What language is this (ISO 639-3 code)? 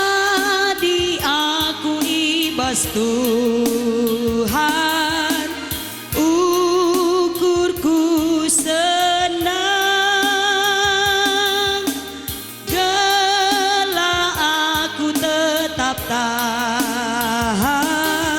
btx